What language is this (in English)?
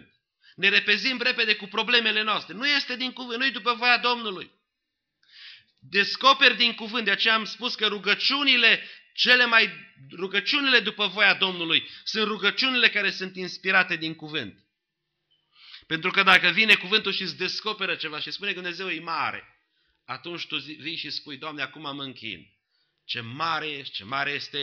Romanian